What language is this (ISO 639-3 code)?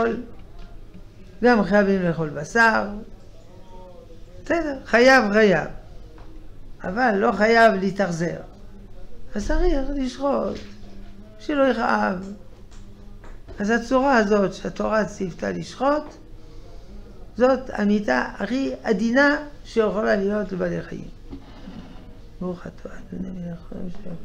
heb